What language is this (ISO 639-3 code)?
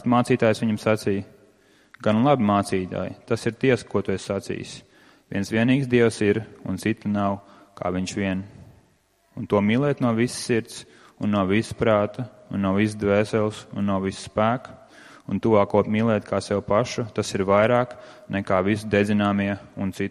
lav